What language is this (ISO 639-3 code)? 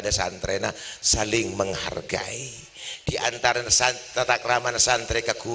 mad